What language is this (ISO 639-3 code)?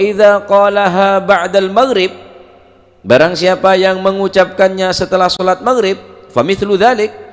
mad